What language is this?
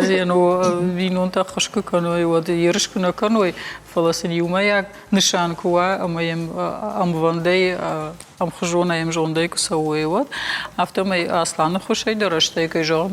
Ossetic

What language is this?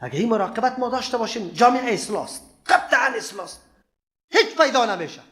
Persian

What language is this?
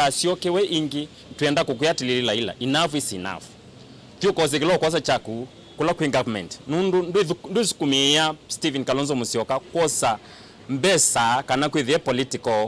Kamba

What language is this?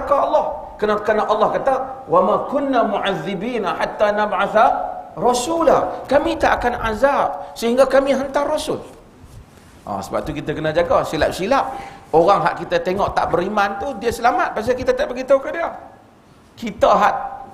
Malay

